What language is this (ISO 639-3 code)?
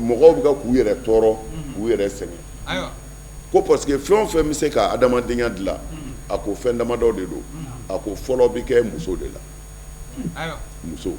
bam